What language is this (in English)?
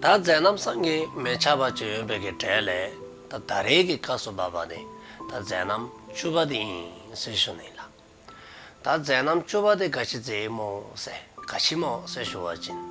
Dzongkha